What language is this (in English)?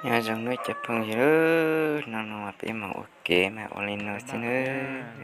Hmong